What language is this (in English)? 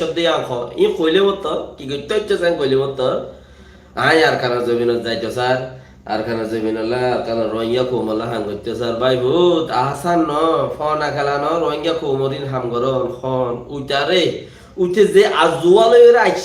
Rohingya